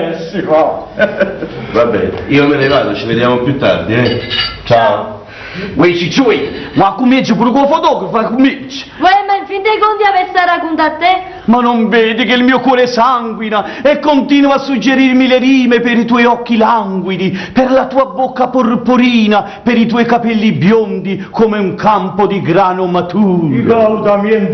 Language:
Neapolitan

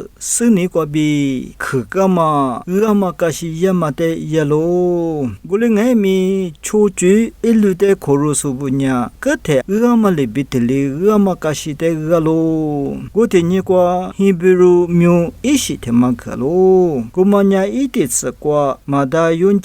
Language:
Lisu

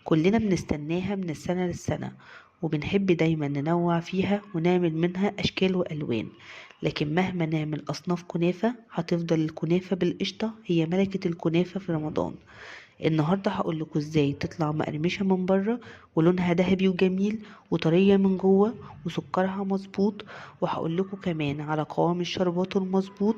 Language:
Egyptian Arabic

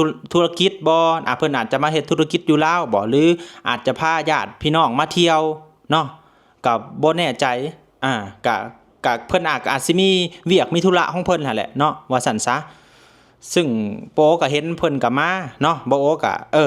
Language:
Lao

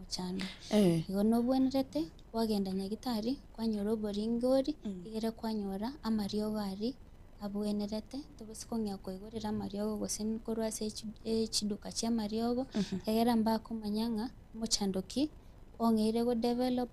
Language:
Gusii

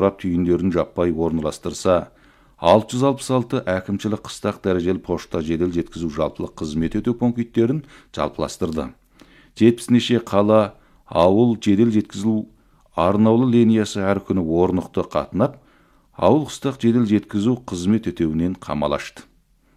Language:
Kazakh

